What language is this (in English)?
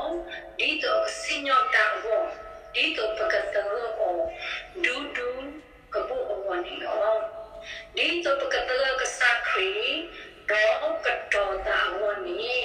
S'gaw Karen